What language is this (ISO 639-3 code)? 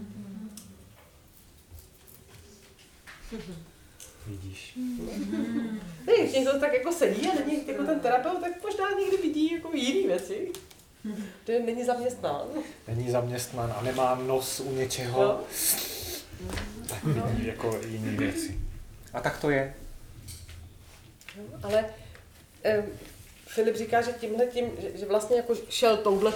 ces